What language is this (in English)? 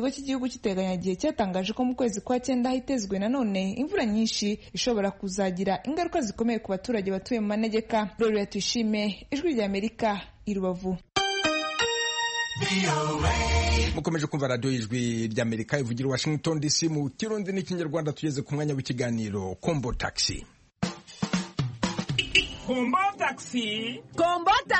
Kinyarwanda